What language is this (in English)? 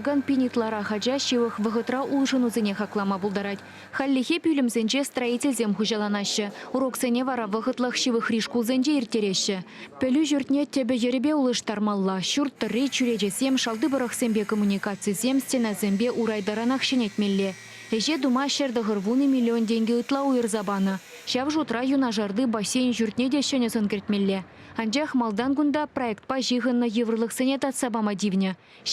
Chuvash